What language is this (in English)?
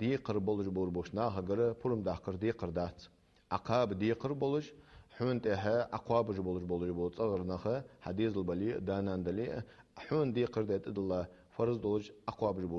Ingush